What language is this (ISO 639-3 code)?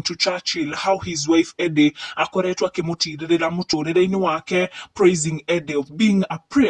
kik